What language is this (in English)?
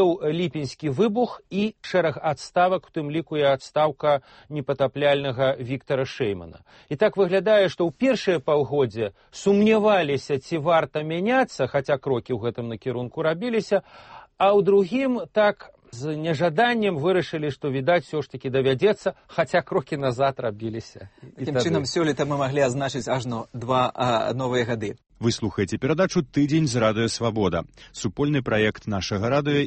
Belarusian